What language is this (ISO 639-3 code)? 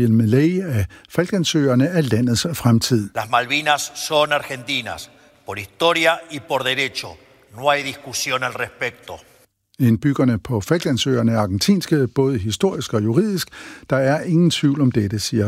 dan